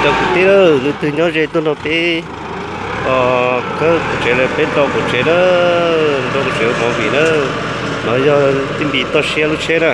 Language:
Hmong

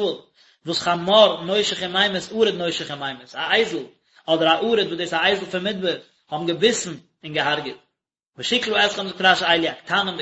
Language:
Yiddish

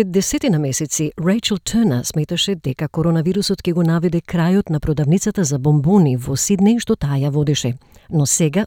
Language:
Macedonian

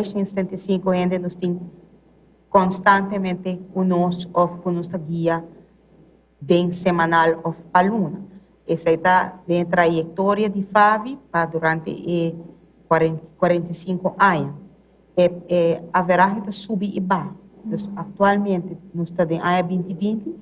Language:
Papiamento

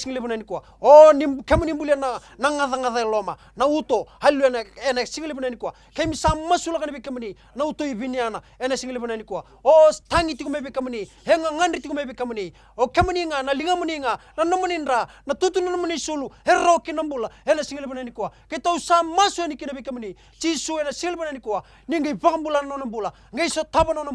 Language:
Fijian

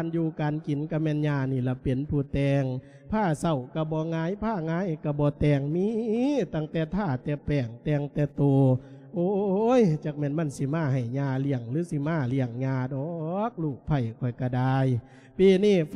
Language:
Lao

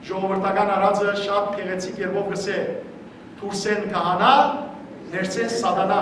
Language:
Western Armenian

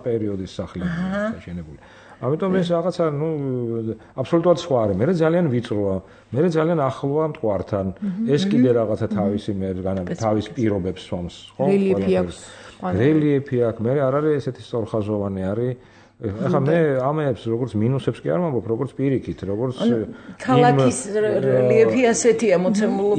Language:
Georgian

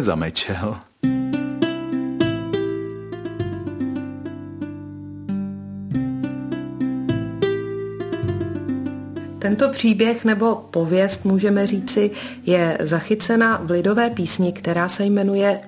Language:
Czech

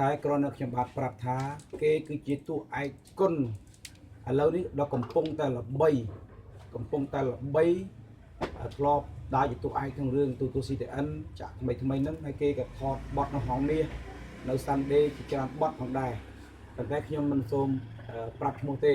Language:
Khmer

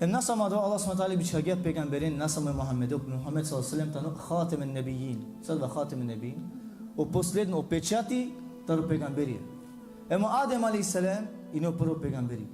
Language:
Balkan Romani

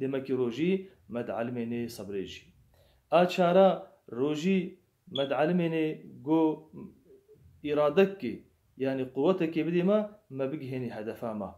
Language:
Kurdish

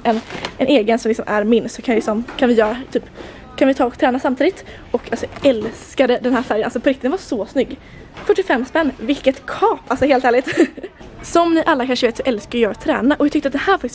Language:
Swedish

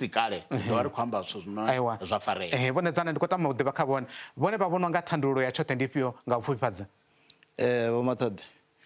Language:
Venda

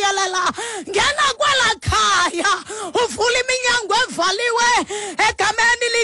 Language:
Xhosa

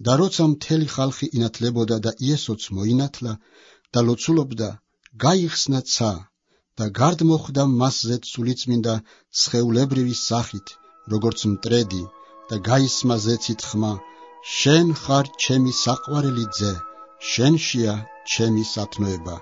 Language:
Georgian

